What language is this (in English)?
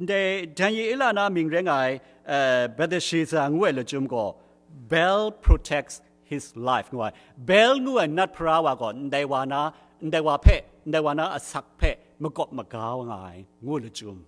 Kachin